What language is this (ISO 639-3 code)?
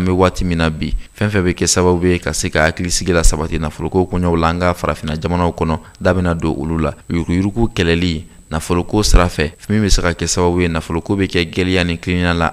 bam